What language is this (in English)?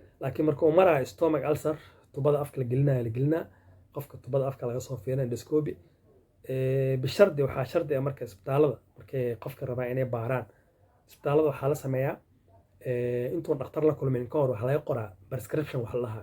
Somali